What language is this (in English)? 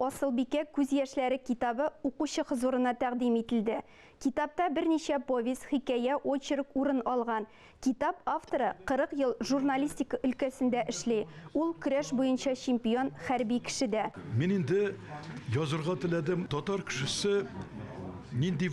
Tatar